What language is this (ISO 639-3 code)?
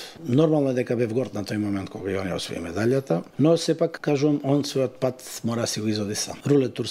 mkd